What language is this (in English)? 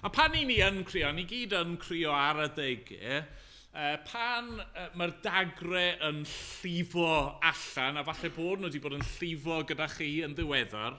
Welsh